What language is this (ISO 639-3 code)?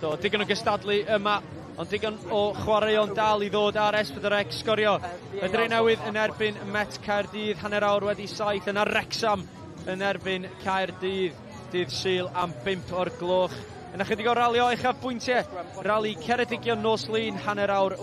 cym